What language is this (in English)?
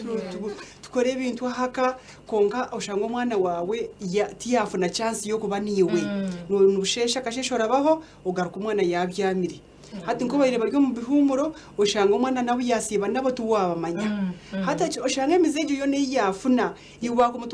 Nyankole